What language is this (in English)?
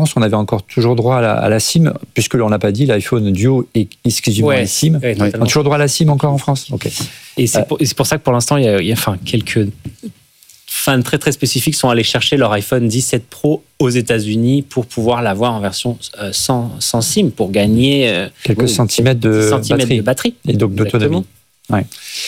French